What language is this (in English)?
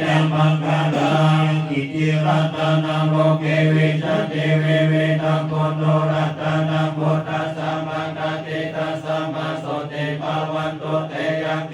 Pali